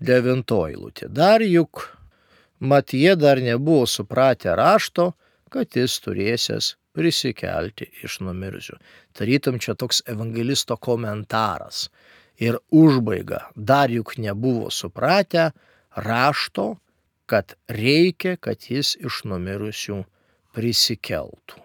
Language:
Lithuanian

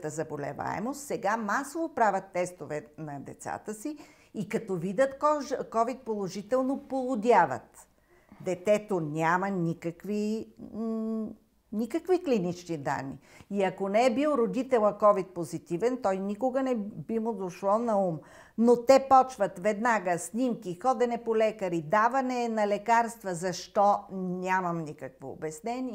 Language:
Bulgarian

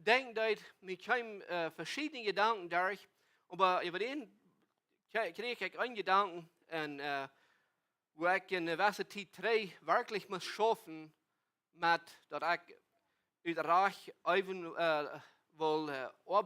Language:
Plautdietsch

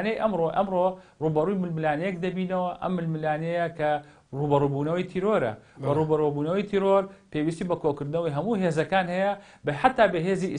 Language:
Central Kurdish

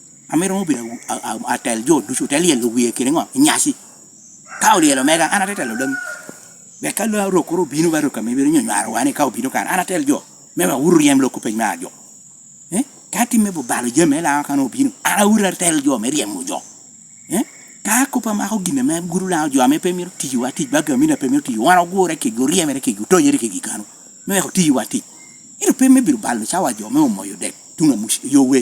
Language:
Lango (Uganda)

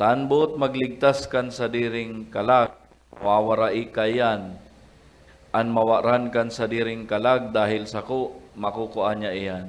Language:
Bikol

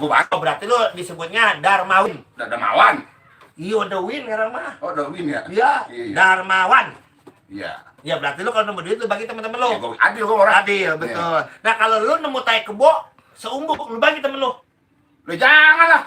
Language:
Betawi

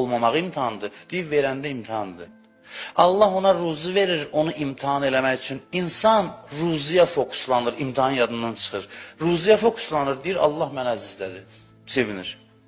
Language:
Azerbaijani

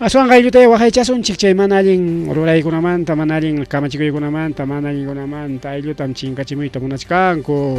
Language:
Ayacucho Quechua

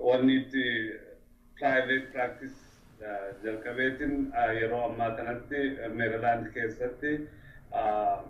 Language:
Oromo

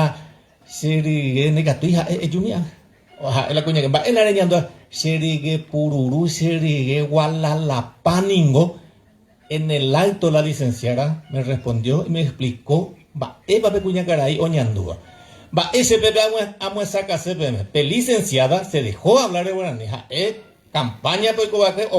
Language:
Guarani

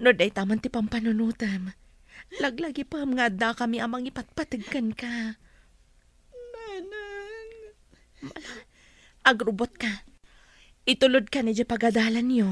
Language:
Iloko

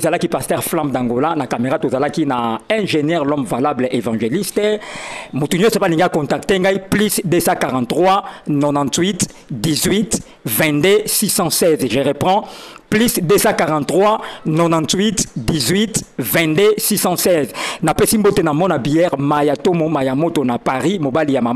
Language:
Lingala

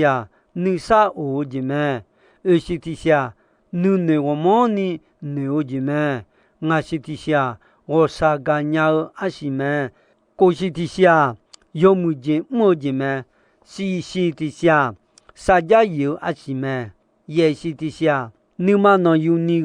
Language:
Akha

